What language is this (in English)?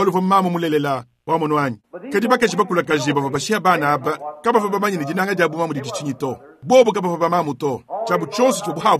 Luba-Lulua